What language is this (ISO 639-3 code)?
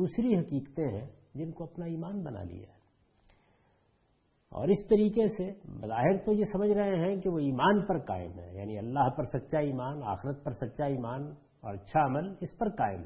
urd